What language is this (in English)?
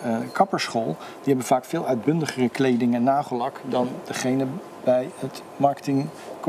Dutch